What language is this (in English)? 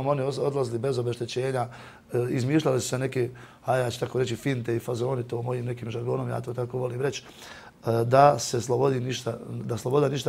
Bosnian